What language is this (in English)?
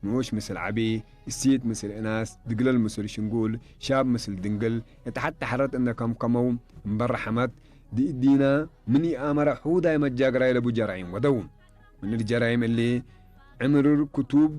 Tigre